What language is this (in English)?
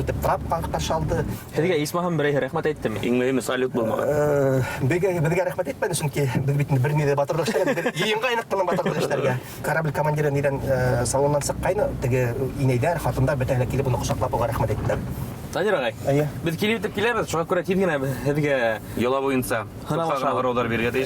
Bashkir